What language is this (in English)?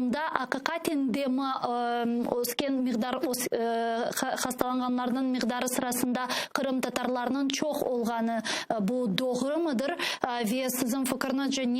Crimean Tatar